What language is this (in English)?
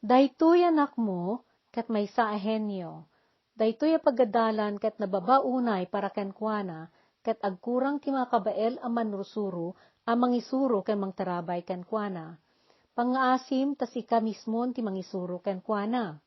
Iloko